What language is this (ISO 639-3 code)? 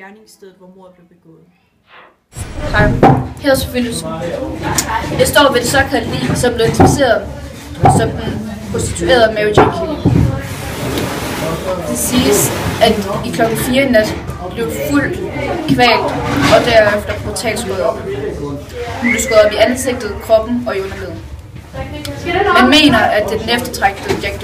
dan